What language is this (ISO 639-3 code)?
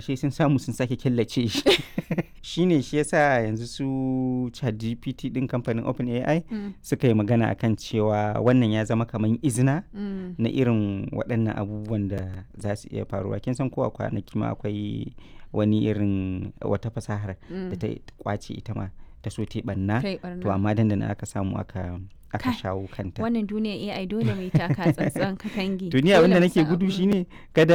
hau